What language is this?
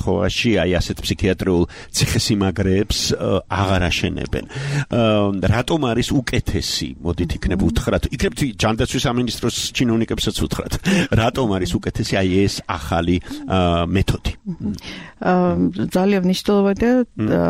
Georgian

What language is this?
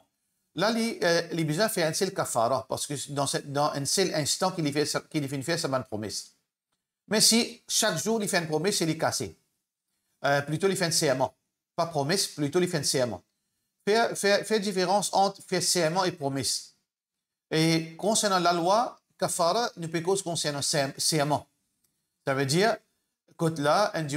Morisyen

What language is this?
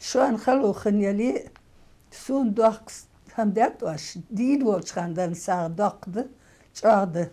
Ingush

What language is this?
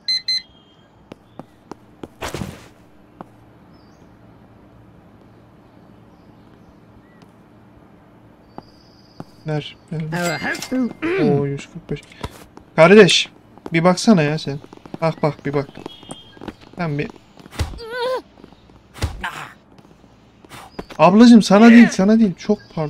Turkish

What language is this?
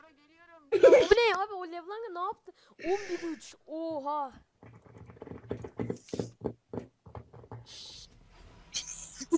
Turkish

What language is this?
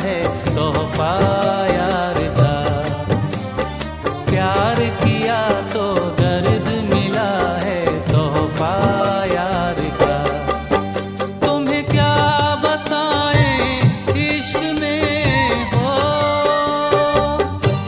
Hindi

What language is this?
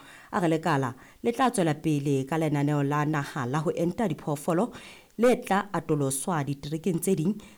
Southern Sotho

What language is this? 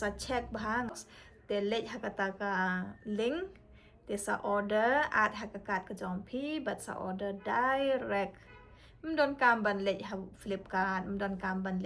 Khasi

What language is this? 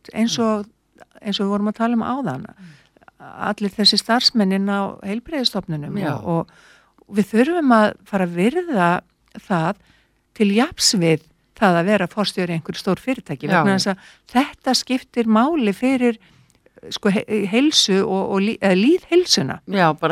Icelandic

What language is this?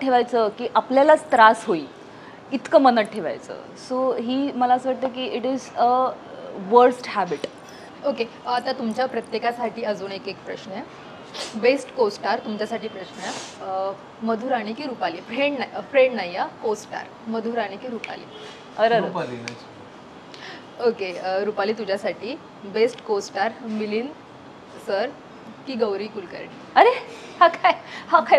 Marathi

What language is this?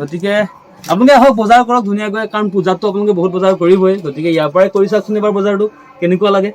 Assamese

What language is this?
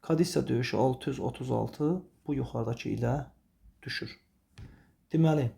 Azerbaijani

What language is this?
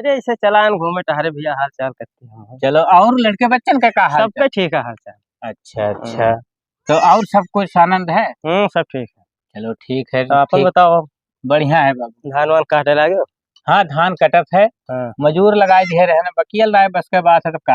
Awadhi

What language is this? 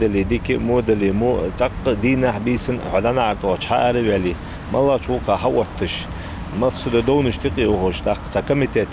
Ingush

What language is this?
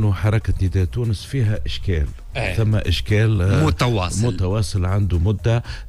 Tunisian Arabic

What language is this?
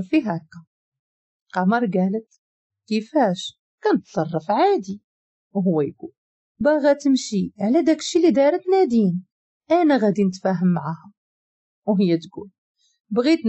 Moroccan Arabic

